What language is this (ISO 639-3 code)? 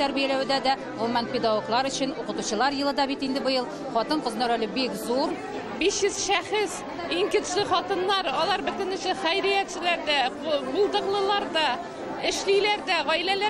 tat